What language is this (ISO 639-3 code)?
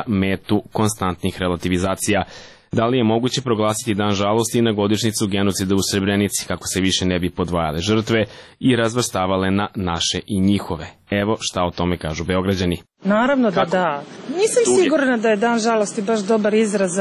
srp